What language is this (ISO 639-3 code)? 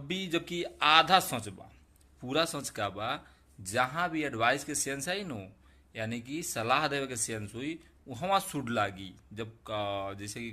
bho